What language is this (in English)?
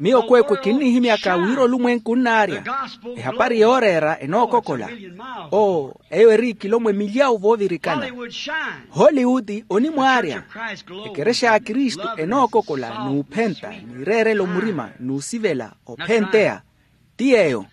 Makhuwa